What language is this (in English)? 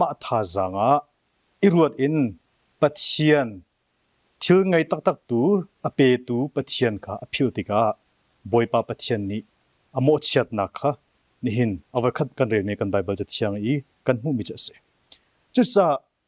Hakha Chin